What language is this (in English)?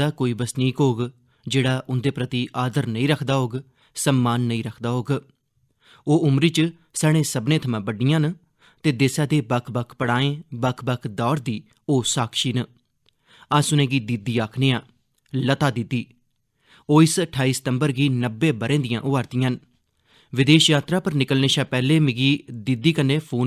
Dogri